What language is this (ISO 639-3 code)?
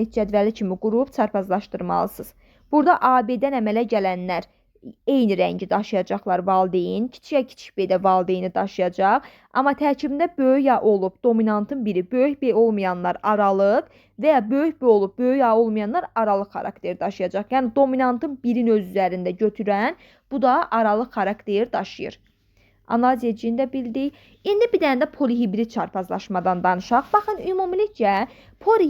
aze